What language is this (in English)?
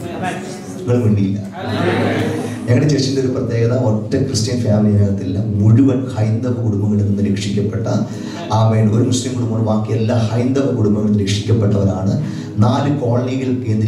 Malayalam